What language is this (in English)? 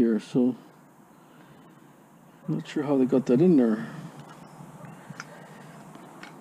English